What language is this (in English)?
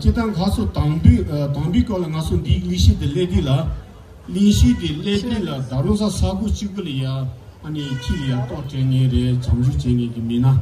Tibetan